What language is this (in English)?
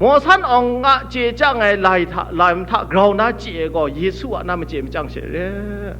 Kachin